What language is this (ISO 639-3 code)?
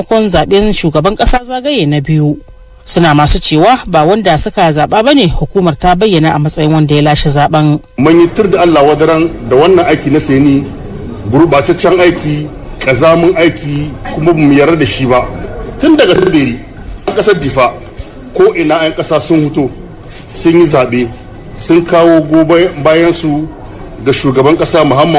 hau